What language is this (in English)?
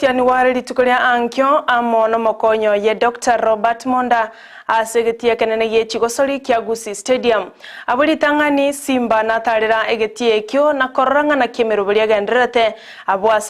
Gusii